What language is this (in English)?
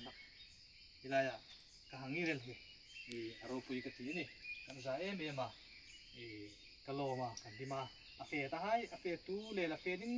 Hmar